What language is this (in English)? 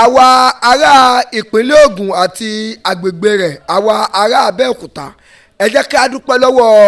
Yoruba